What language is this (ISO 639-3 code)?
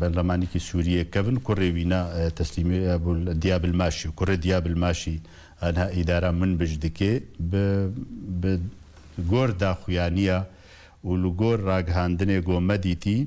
kur